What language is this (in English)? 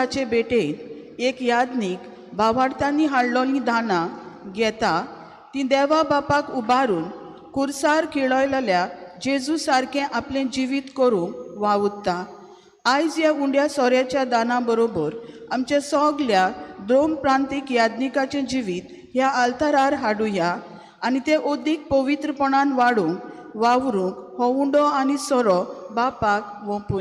Konkani